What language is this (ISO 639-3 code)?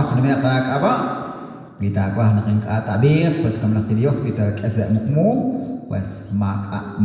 kek